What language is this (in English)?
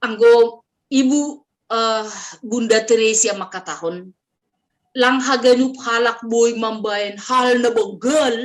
Batak Simalungun